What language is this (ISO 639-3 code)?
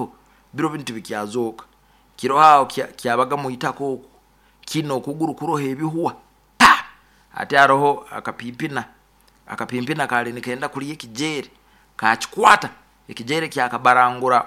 nyo